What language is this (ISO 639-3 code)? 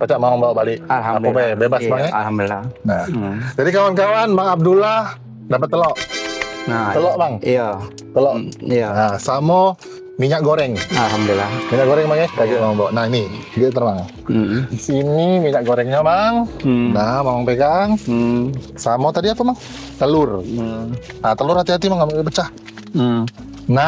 mui